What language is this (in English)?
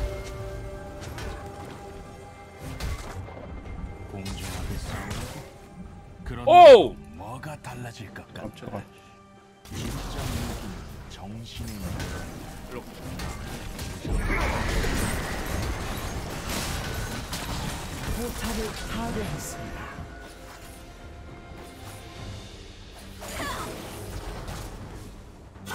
Korean